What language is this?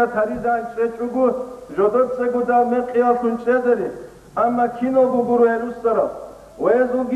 Avaric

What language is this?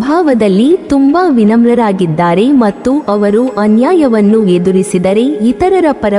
Kannada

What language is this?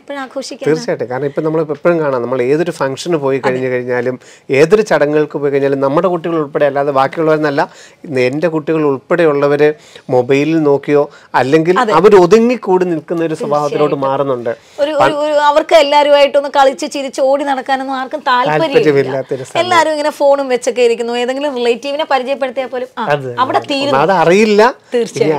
Malayalam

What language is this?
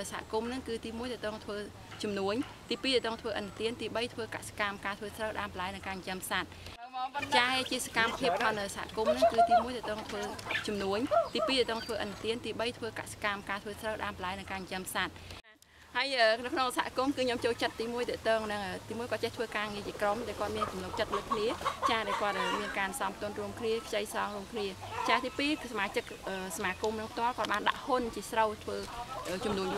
Khmer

